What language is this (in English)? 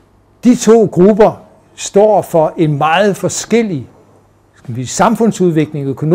Danish